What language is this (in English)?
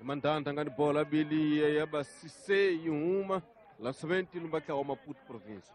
Tsonga